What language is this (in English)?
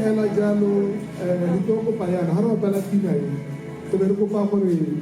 Tswana